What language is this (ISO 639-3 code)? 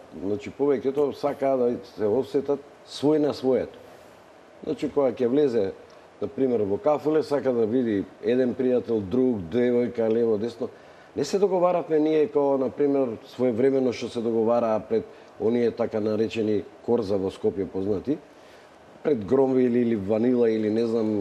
mkd